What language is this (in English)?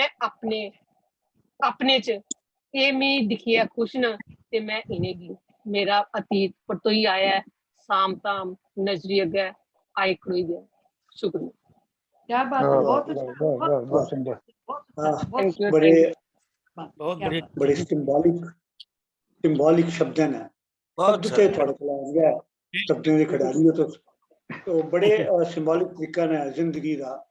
Dogri